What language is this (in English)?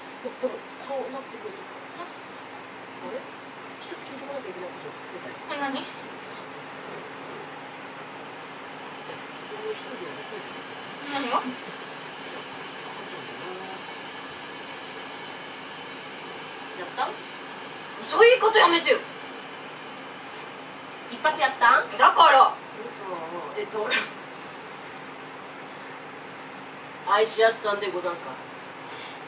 Japanese